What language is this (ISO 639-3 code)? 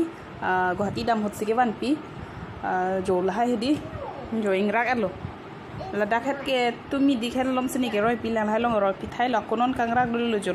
mjw